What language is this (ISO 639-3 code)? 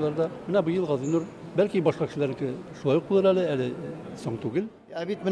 tat